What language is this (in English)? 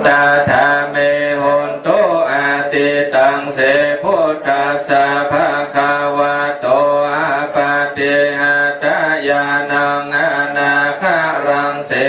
Pali